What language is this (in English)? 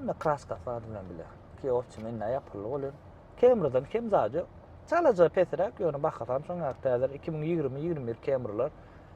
Turkmen